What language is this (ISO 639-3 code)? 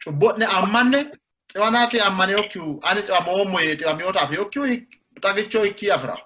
sid